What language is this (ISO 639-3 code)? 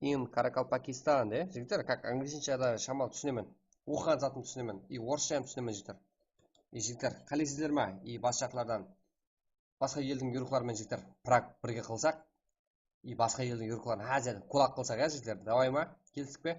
kaa